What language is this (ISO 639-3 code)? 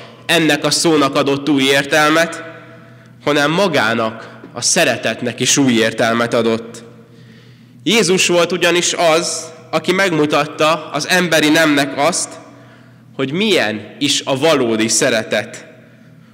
hun